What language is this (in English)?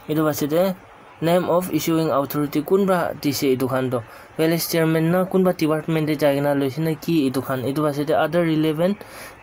Naga Pidgin